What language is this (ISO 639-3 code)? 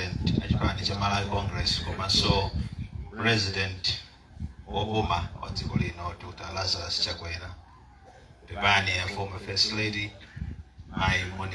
nya